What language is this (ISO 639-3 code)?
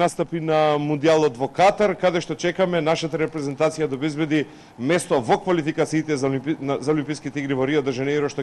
mkd